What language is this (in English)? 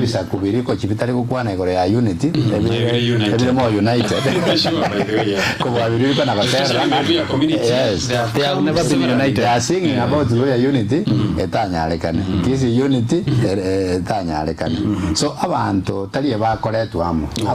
Gusii